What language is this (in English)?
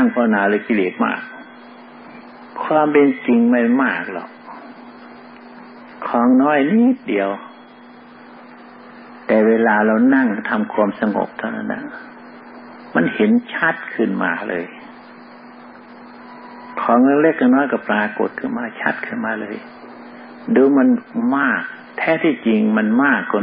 Thai